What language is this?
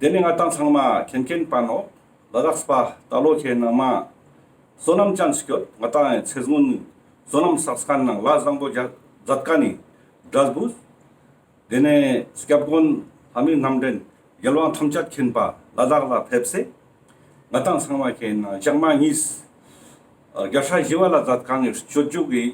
Ladakhi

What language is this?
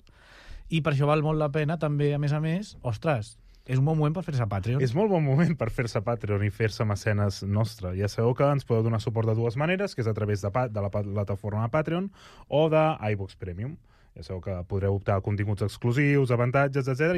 Catalan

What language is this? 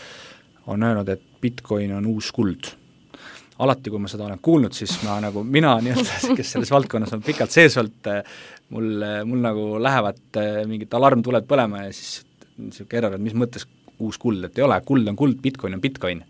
Estonian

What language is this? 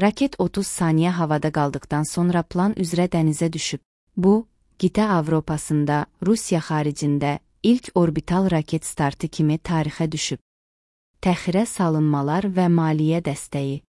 Azerbaijani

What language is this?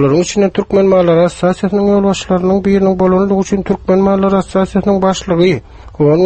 Turkmen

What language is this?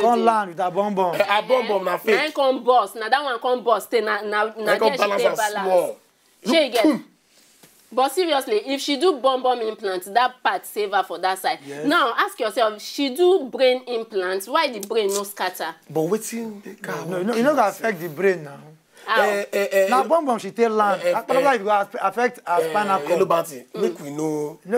Nigerian Pidgin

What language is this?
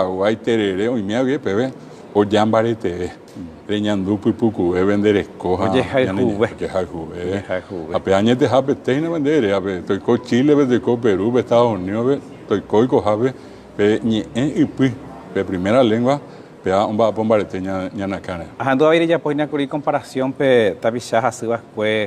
Guarani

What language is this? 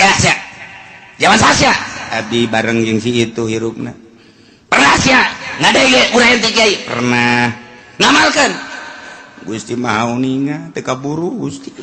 Sundanese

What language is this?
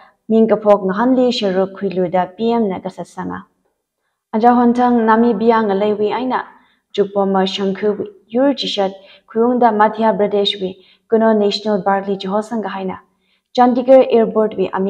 Tangkhul Naga (India)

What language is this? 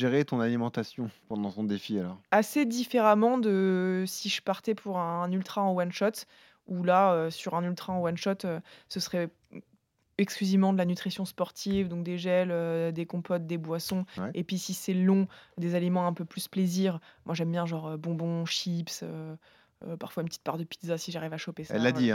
French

